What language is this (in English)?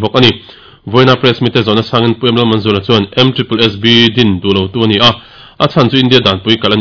Mizo